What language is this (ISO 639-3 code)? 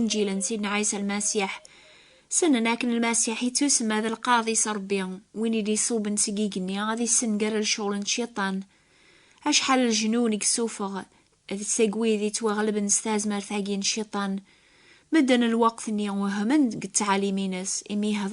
kab